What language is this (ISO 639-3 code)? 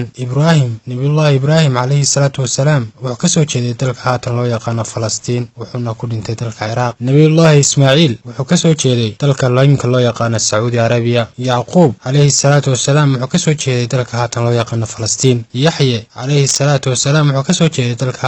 som